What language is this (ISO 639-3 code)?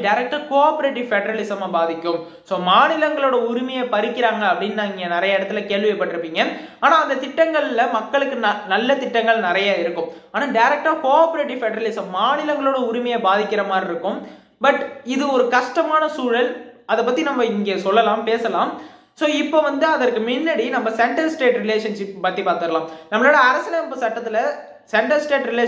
tam